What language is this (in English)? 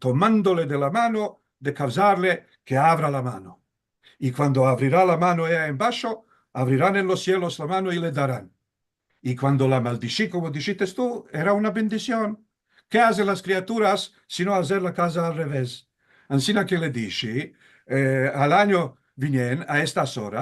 Ladino